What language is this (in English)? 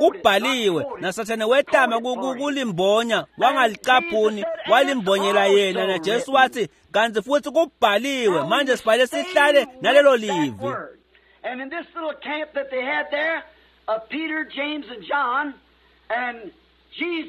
Swati